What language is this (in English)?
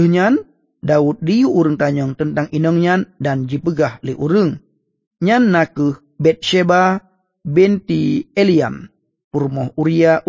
Achinese